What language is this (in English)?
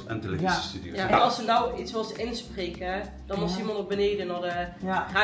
Limburgish